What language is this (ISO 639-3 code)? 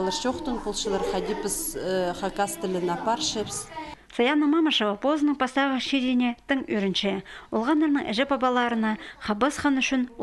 kjh